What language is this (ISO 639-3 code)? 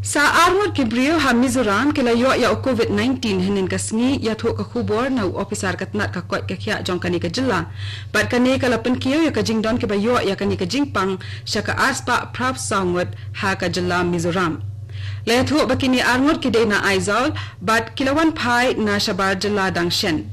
kha